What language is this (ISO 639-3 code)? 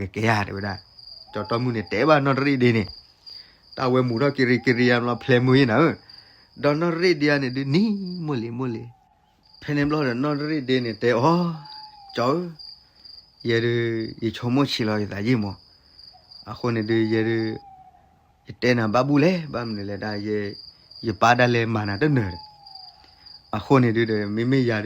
ksw